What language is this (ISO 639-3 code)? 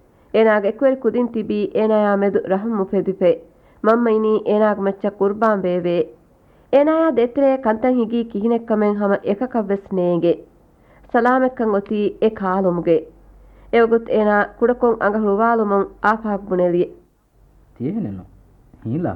div